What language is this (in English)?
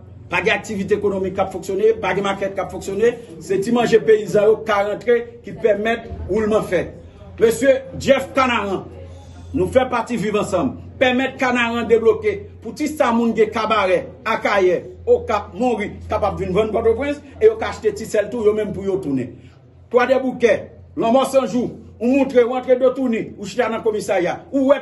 Haitian Creole